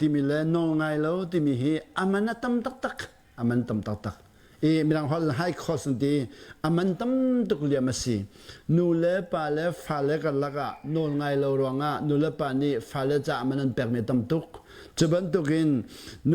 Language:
Hakha Chin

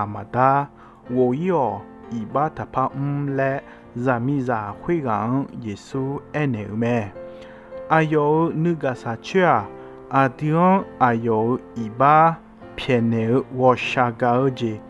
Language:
Akha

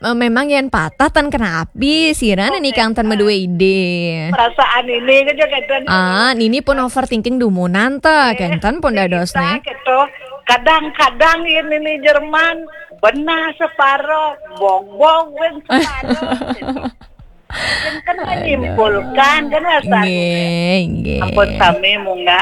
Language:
Balinese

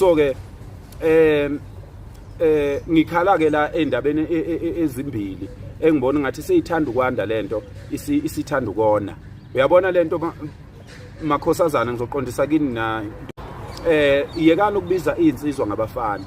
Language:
Zulu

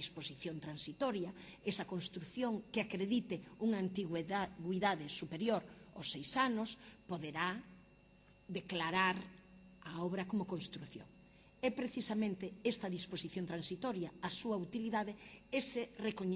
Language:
Galician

